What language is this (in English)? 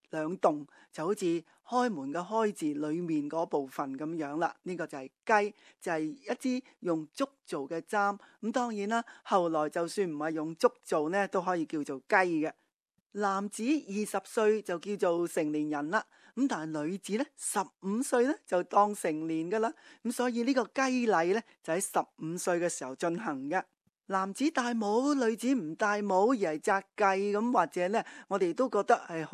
Cantonese